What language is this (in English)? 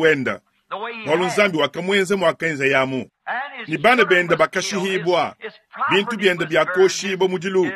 Luba-Lulua